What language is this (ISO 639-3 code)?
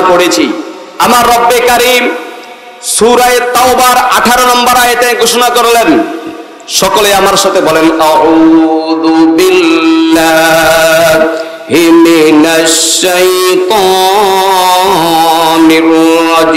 ben